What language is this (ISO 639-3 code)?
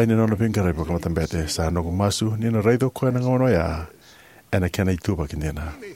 fij